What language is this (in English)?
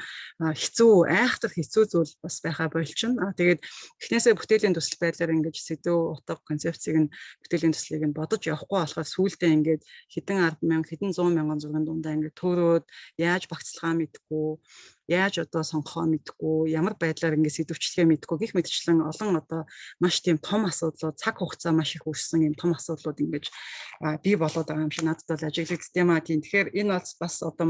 Mongolian